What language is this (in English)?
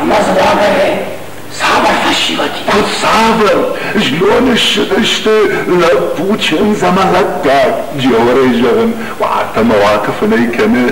Ossetic